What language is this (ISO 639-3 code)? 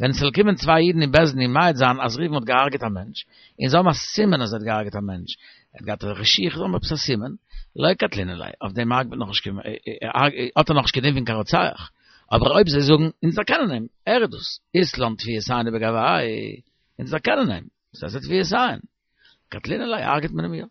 yid